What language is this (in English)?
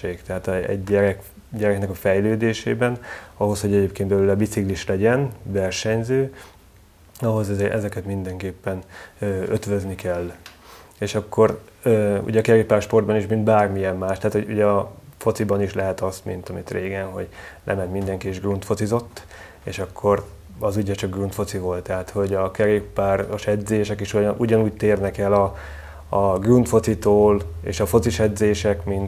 Hungarian